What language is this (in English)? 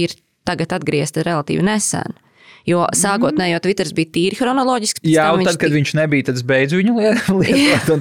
Latvian